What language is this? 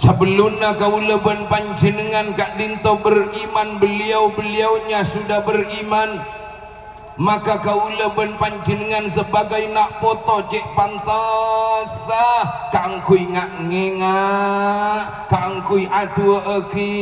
Madurese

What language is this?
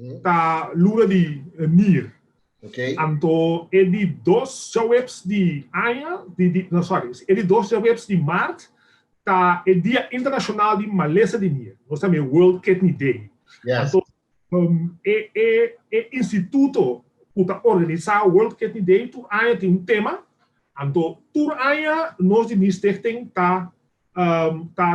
Papiamento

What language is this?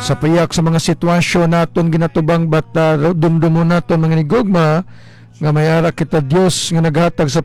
Hiligaynon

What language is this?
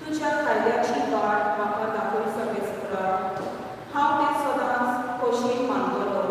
Konkani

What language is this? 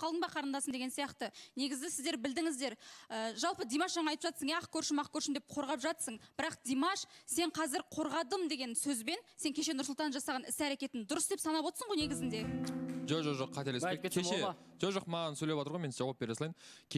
Kazakh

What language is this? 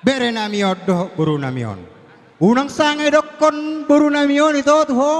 Batak Toba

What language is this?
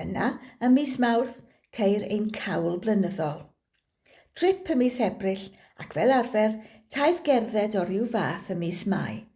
Welsh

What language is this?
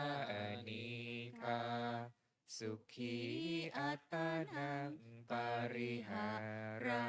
Pali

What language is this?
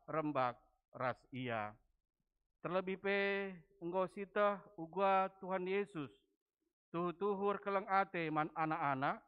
Batak Karo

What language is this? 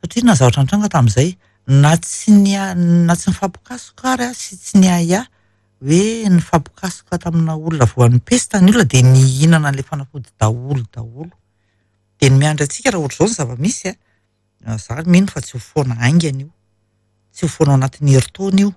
Malagasy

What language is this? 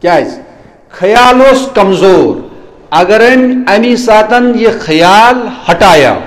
Kashmiri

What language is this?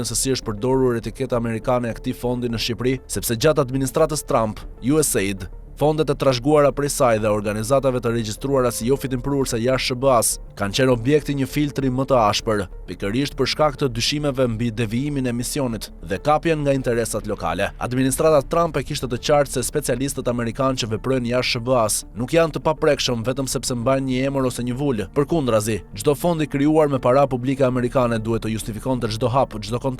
Albanian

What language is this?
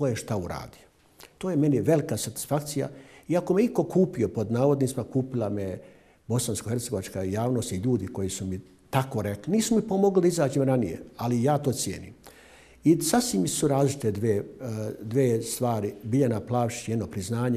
Bosnian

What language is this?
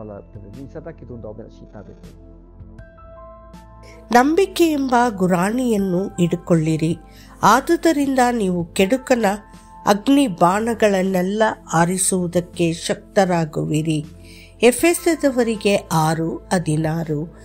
Sora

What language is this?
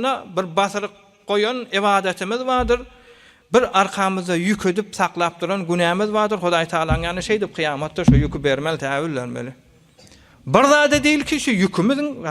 Turkmen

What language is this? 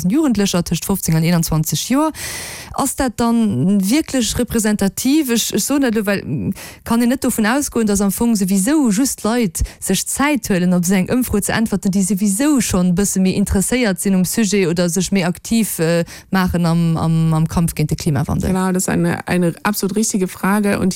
Luxembourgish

